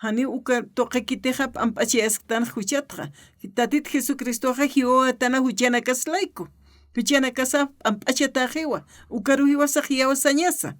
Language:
Aymara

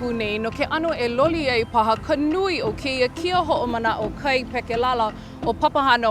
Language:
Hawaiian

